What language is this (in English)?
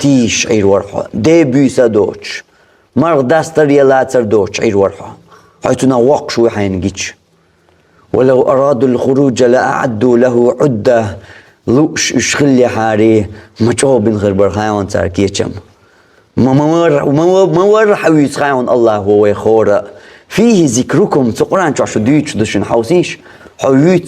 Chechen